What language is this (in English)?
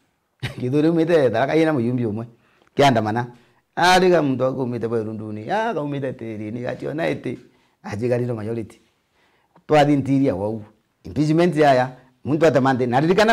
Meru